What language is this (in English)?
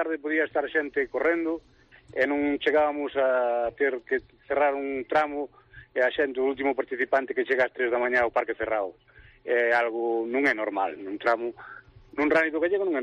Galician